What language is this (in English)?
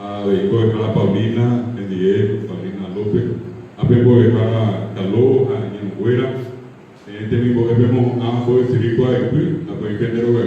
Guarani